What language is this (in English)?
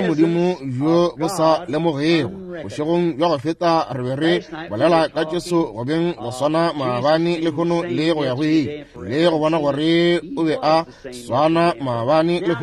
Northern Sotho